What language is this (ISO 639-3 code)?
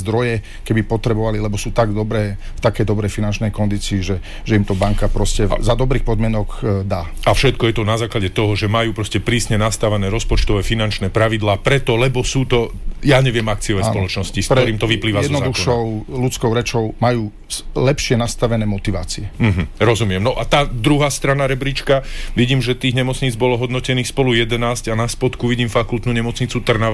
slk